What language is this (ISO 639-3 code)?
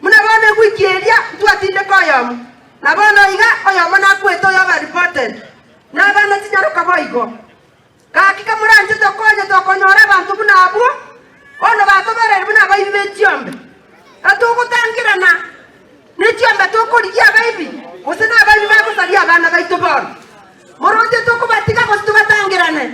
guz